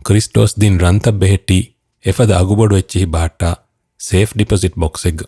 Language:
Divehi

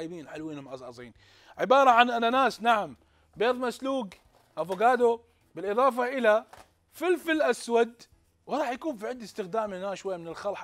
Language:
Mesopotamian Arabic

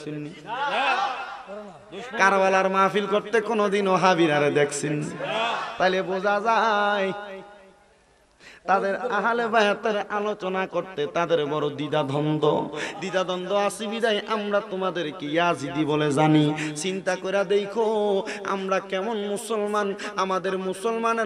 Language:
Bangla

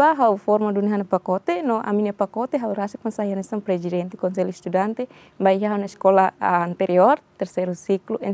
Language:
Tetum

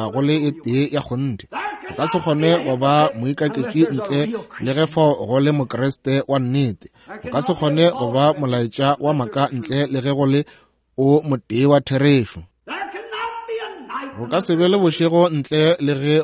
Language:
Northern Sotho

